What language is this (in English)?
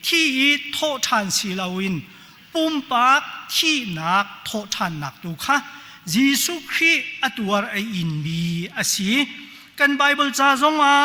Hakha Chin